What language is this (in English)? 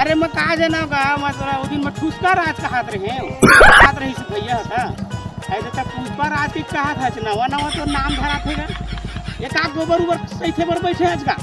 Chhattisgarhi